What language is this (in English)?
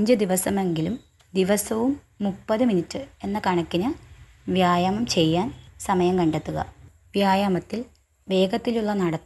Malayalam